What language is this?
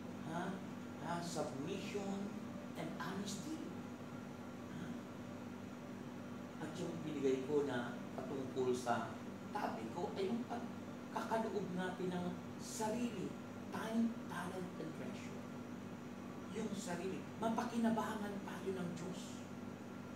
Filipino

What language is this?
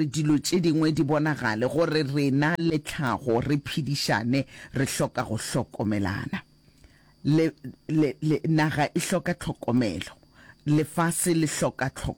Northern Sotho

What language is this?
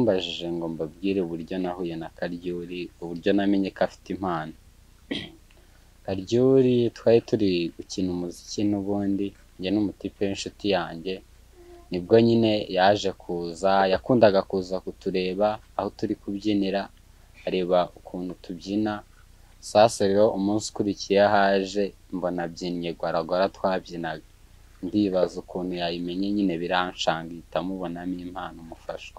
Kinyarwanda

